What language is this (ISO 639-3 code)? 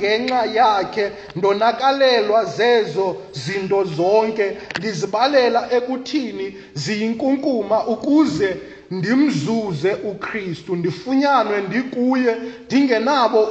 xho